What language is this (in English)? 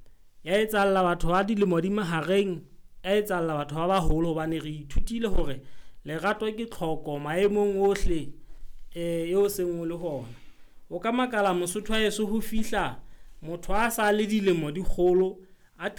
Southern Sotho